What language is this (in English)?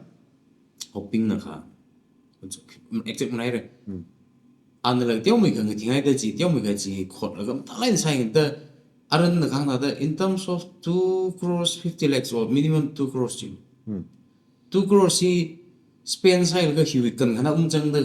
Tangkhul Naga (India)